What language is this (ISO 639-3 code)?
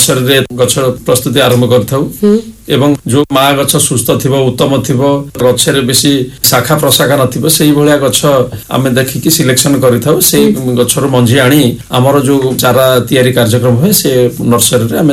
ori